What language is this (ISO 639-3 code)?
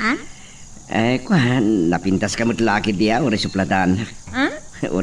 ilo